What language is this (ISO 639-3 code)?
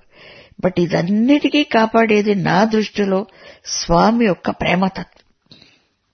tel